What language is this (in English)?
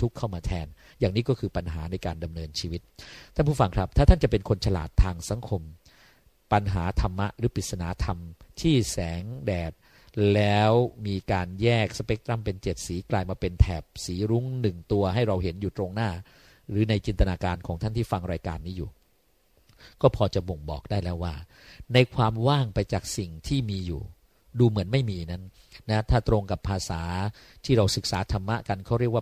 Thai